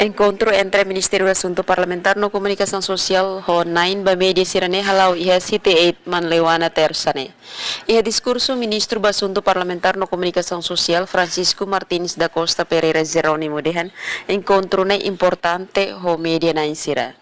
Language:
Tetum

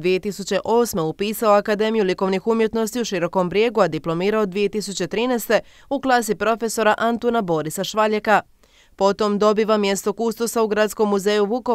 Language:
Croatian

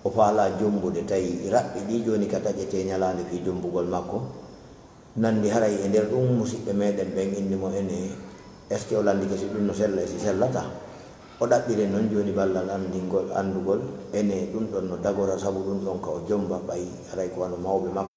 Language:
Fula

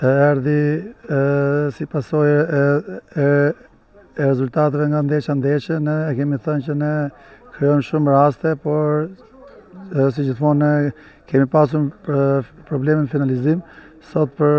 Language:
Albanian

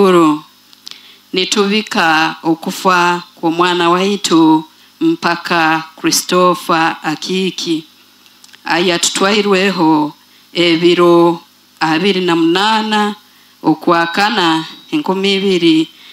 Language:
Nyoro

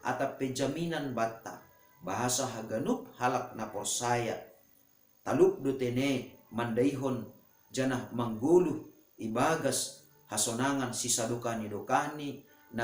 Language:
Batak Simalungun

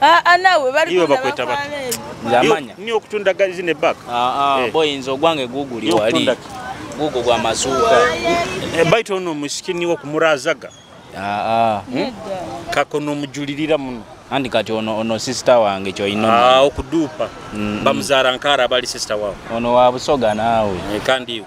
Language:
Nyoro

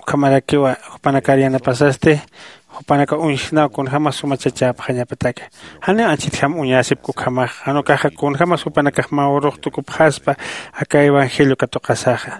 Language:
Aymara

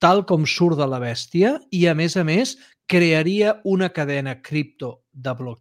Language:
Catalan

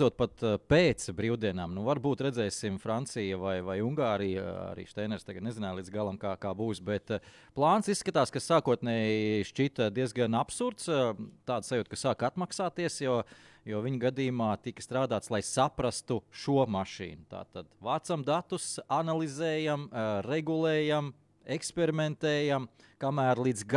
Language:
Latvian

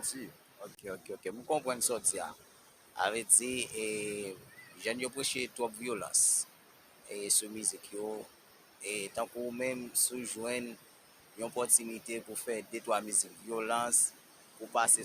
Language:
Haitian Creole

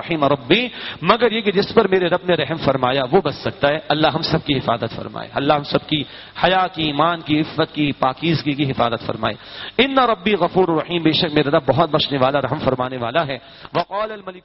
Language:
Urdu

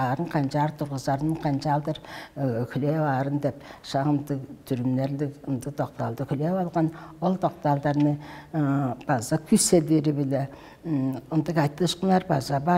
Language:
Tuvinian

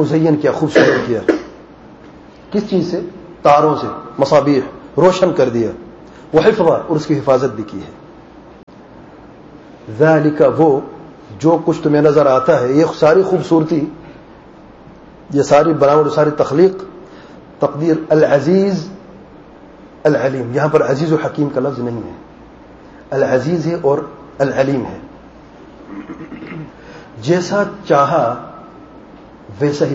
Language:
Urdu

